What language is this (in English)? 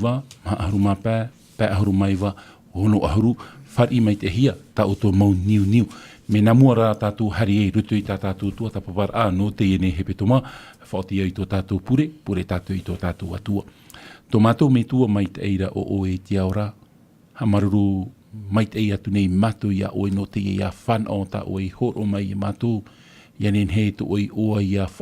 Tahitian